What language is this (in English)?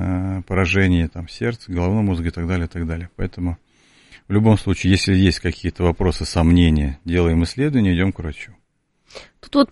Russian